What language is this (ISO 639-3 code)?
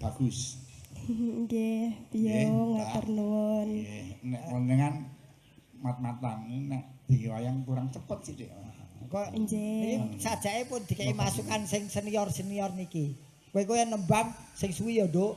jav